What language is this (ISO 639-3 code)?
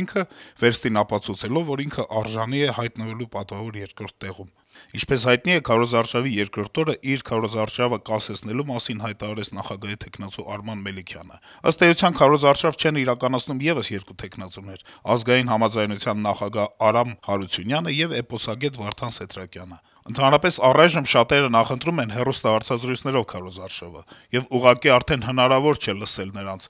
hye